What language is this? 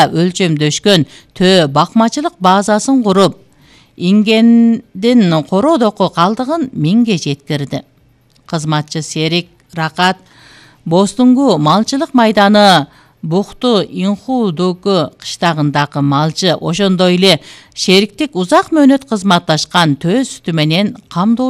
Kyrgyz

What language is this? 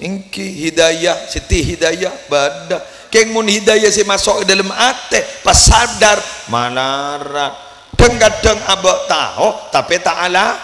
Madurese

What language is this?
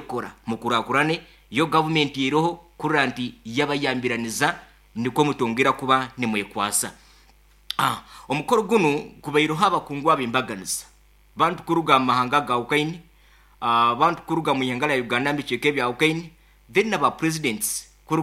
Nyoro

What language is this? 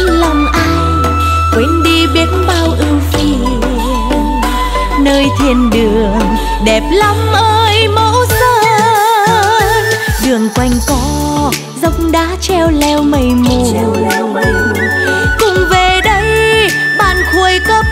Vietnamese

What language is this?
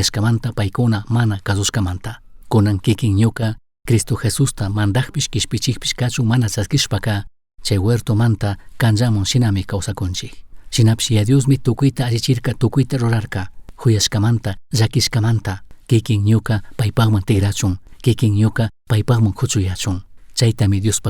Chimborazo Highland Quichua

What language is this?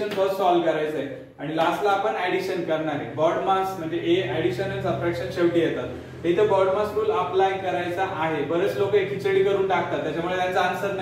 Marathi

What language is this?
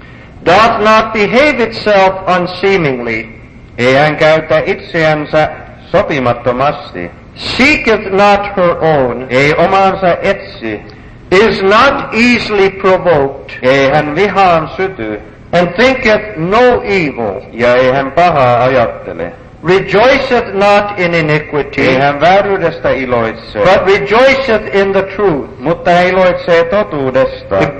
Finnish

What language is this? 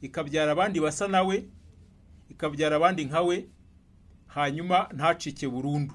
Kinyarwanda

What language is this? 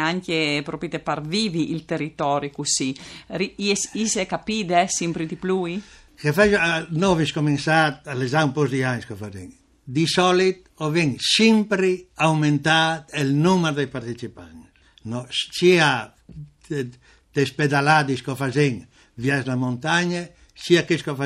Friulian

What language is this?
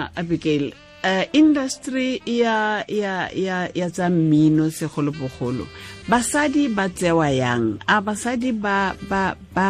Tswana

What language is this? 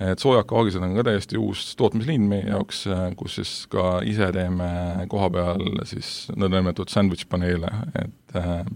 Estonian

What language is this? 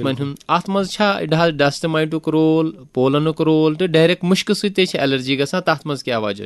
Kashmiri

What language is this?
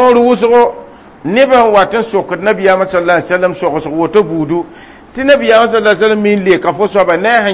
Mossi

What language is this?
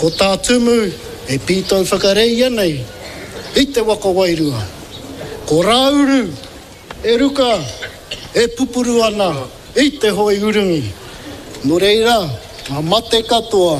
Māori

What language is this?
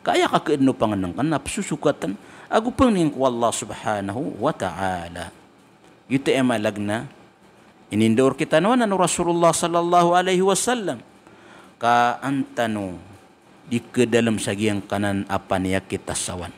Maranao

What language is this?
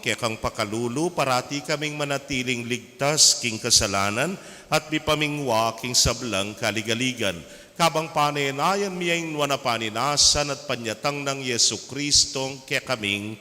Pampanga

